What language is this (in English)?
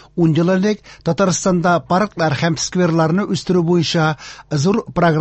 Tatar